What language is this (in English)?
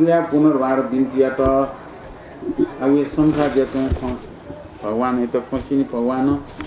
Newari